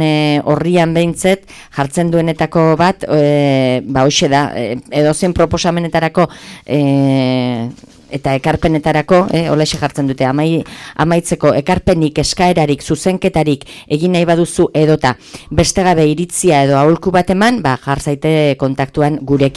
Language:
Basque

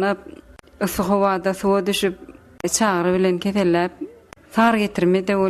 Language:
Turkmen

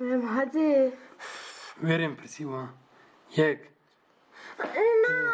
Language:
Kurdish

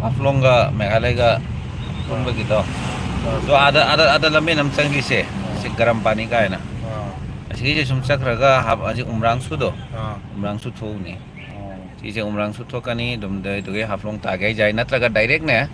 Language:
Manipuri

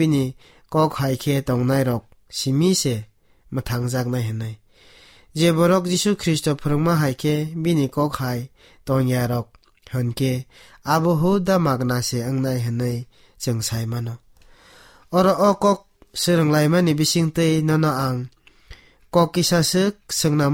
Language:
Kok Borok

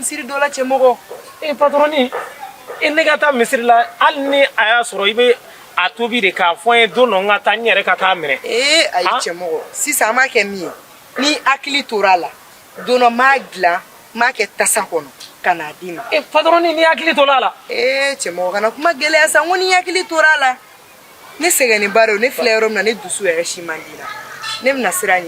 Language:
Bambara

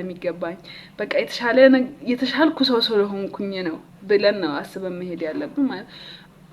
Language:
Amharic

